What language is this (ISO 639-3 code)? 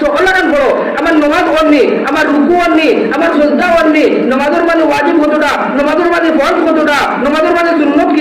syl